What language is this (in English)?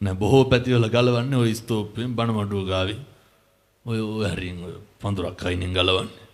Sinhala